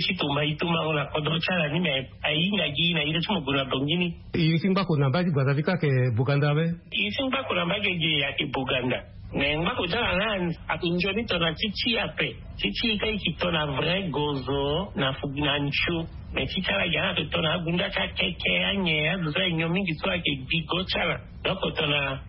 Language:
Sango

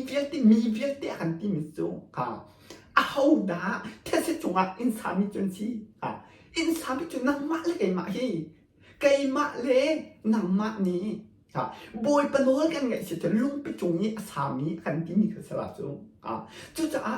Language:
Hakha Chin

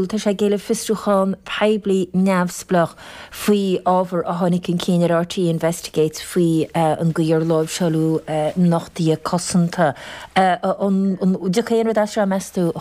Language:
Irish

